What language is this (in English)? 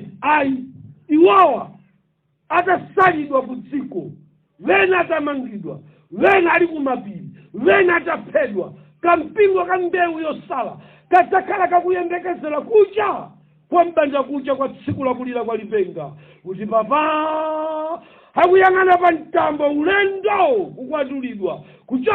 Nyanja